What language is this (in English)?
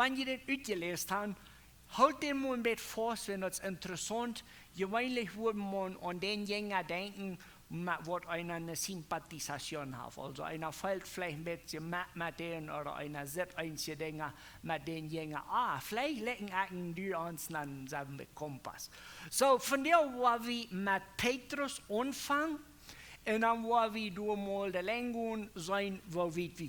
Plautdietsch